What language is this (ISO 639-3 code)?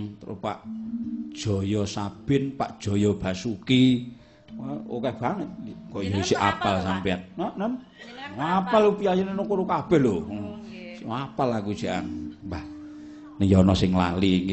jav